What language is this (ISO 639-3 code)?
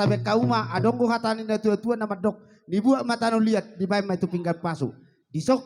bbc